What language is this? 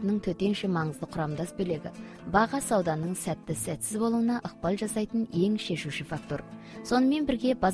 Kazakh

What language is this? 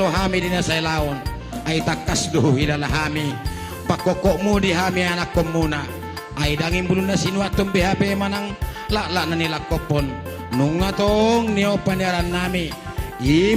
Batak Toba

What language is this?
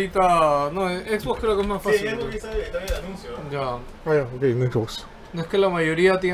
Spanish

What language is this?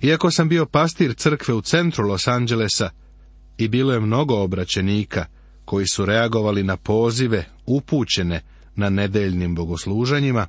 Serbian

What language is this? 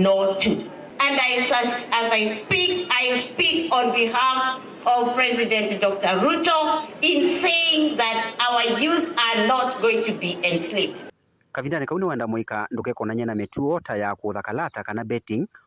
Kamba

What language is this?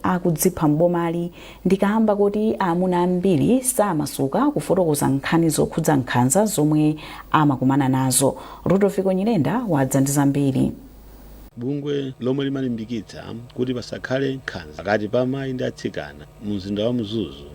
Nyanja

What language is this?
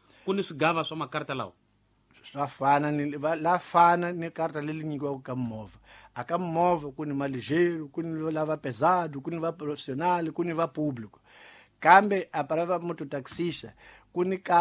Tsonga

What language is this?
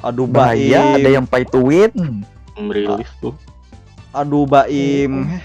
Banjar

